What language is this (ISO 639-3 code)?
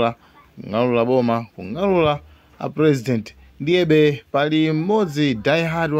nya